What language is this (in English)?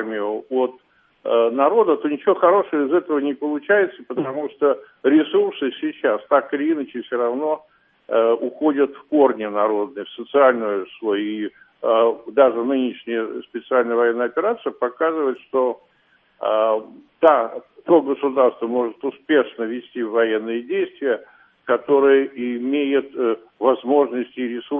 Russian